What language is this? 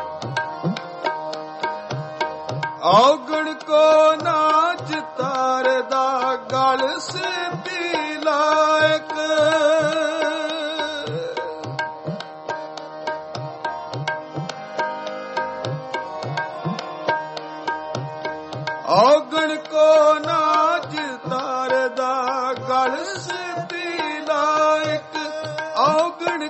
Punjabi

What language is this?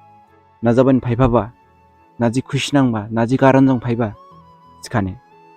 Dimasa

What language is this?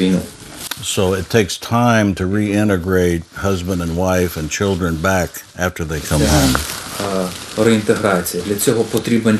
Ukrainian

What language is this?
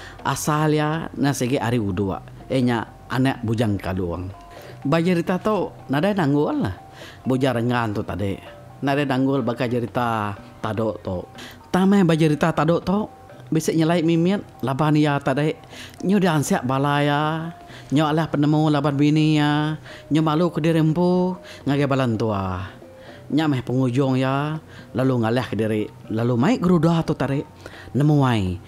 Iban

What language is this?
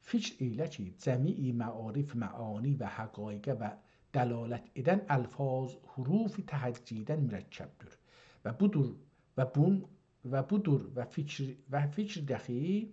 South Azerbaijani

